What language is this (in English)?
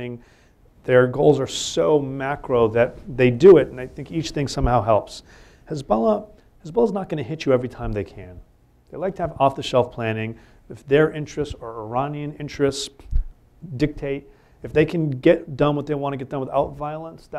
English